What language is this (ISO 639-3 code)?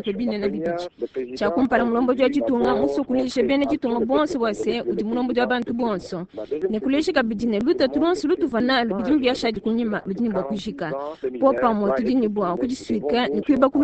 lua